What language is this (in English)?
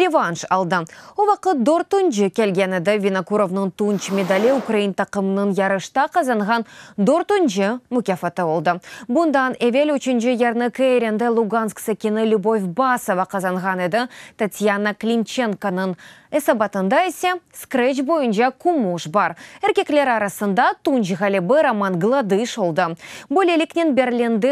Crimean Tatar